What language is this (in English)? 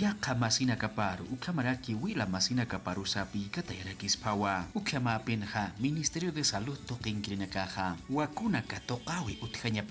Aymara